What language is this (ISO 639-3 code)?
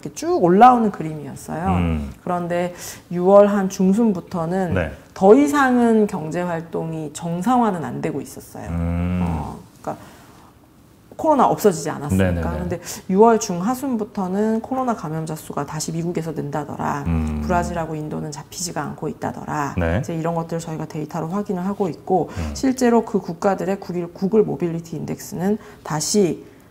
kor